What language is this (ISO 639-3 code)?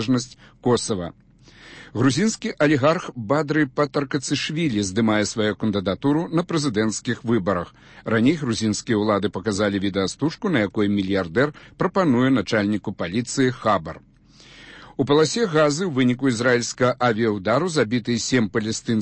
bel